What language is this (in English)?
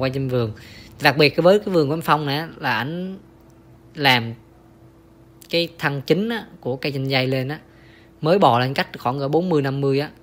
Vietnamese